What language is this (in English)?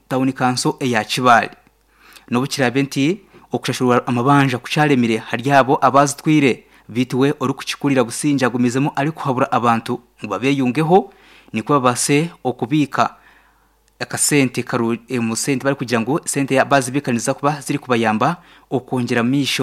Nyankole